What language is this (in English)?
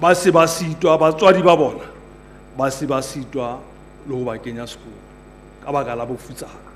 Southern Sotho